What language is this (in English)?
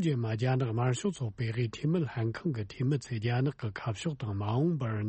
Tibetan